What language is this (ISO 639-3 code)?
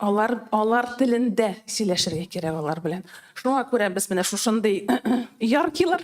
tat